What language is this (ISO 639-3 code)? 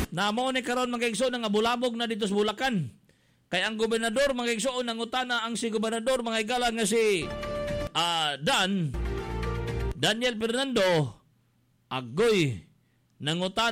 ceb